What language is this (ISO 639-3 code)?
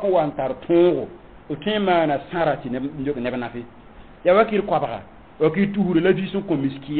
mos